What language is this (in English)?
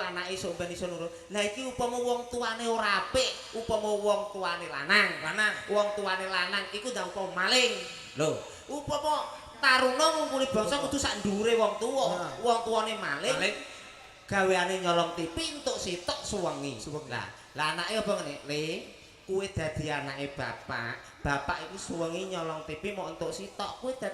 Javanese